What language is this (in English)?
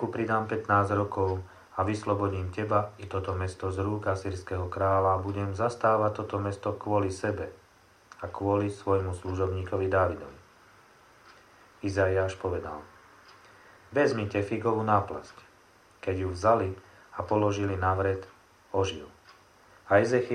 Slovak